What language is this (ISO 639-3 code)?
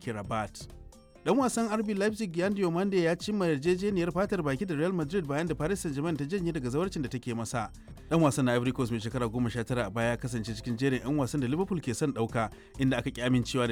hau